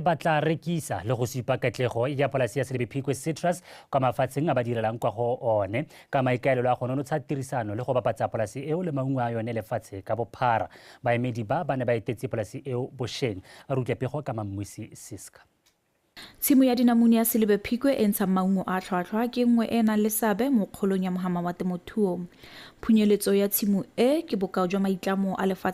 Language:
Tswana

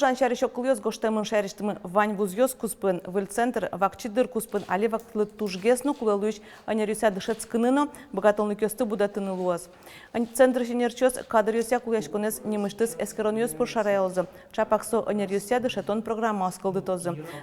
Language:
Udmurt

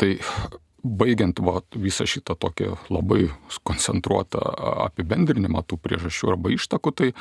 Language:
Lithuanian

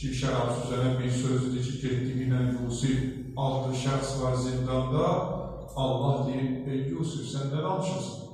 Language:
Azerbaijani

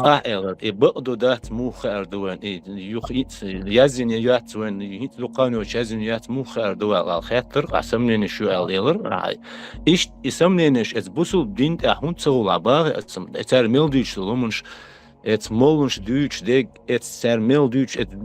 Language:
Chechen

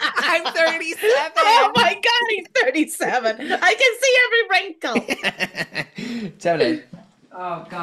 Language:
Welsh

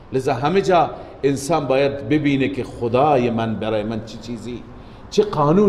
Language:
Persian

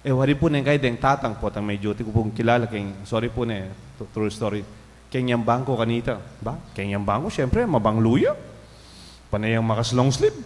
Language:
Pampanga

